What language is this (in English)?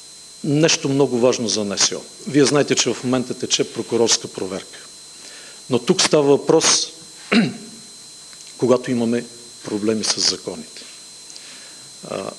Bulgarian